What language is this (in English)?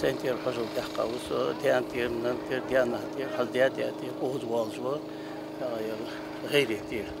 Ingush